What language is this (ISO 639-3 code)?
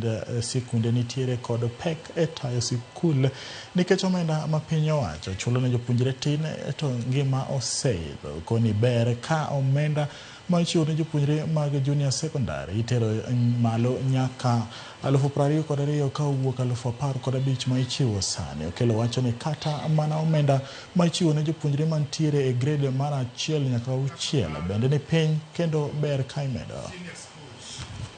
luo